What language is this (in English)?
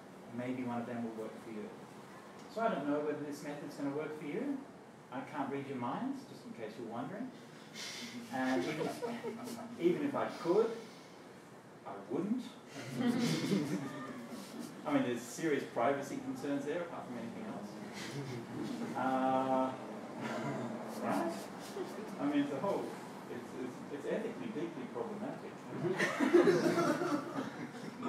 English